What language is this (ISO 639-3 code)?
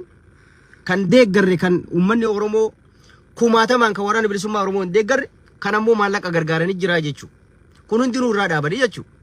orm